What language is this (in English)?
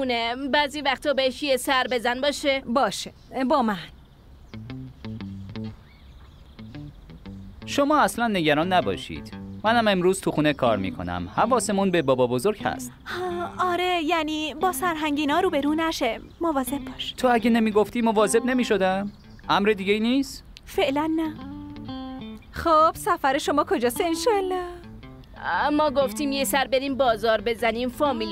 Persian